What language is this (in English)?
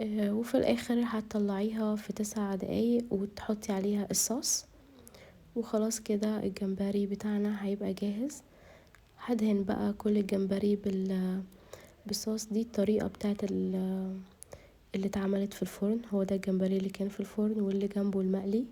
Egyptian Arabic